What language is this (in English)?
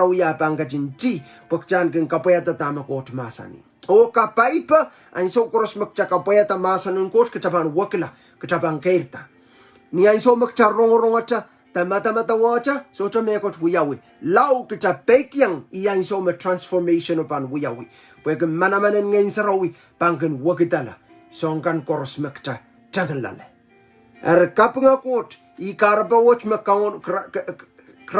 Pohnpeian